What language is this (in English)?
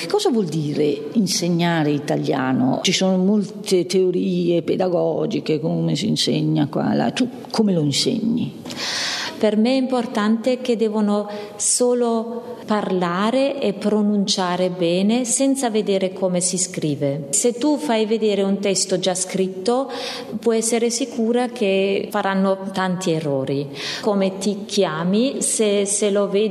Italian